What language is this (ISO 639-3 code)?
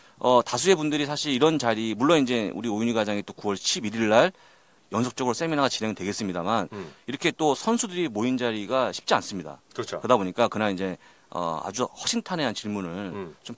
kor